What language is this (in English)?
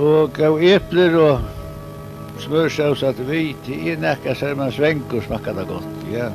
Faroese